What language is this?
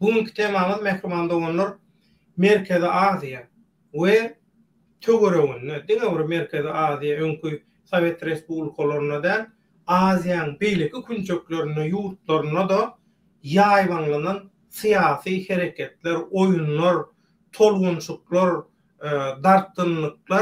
Turkmen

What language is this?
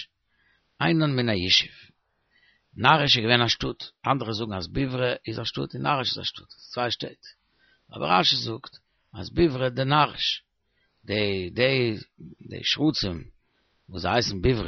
Yiddish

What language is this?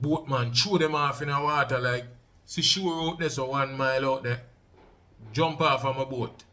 Jamaican Creole English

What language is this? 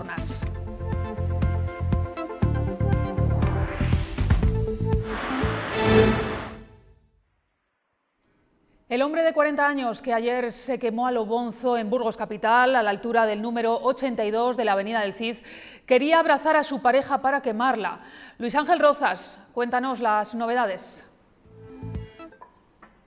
Spanish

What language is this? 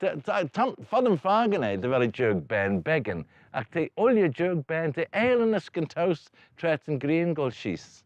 Manx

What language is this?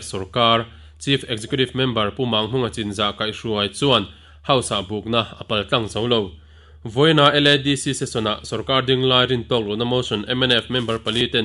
Mizo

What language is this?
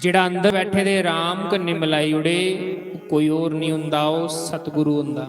Dogri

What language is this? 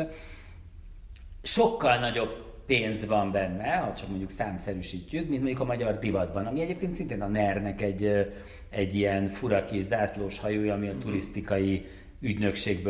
Hungarian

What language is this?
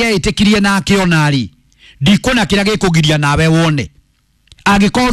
Kikuyu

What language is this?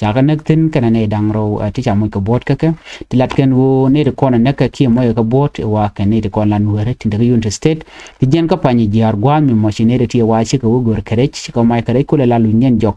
Nuer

